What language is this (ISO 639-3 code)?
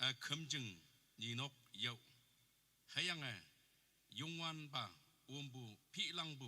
nag